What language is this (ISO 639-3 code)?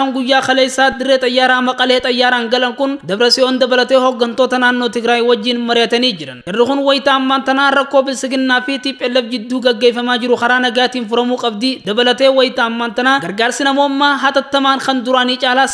orm